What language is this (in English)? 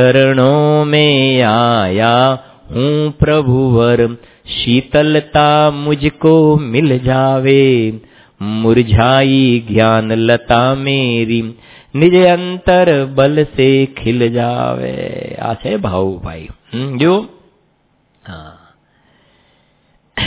Gujarati